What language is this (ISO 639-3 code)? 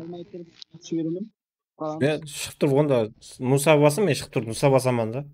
kaa